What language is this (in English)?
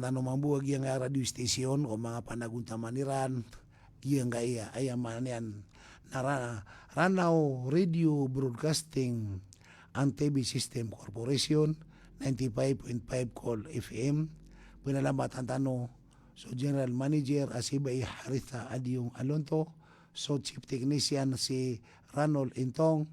Maranao